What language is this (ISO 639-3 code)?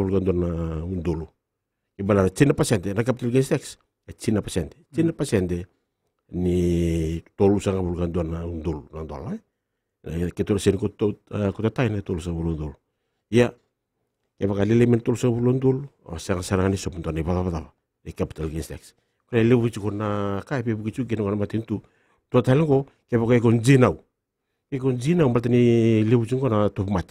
fij